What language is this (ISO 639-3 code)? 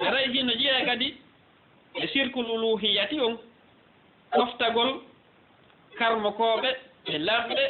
ful